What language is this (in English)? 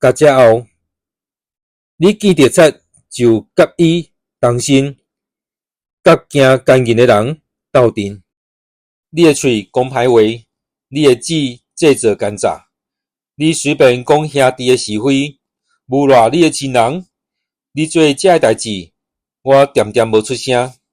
Min Nan Chinese